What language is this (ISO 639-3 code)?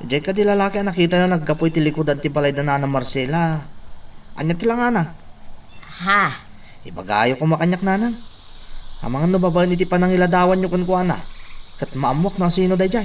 ilo